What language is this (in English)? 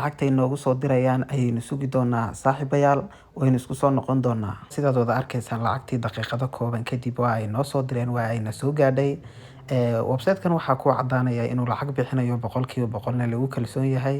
Somali